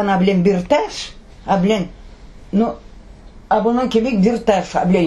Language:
Crimean Tatar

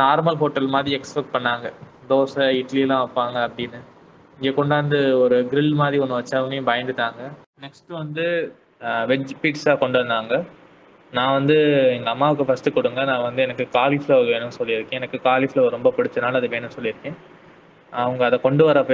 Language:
Tamil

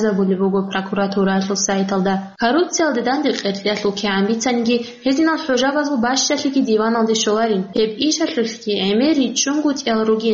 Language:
Avaric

